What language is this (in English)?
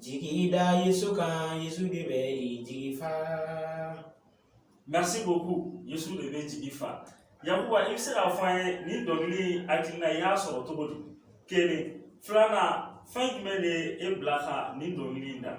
Bambara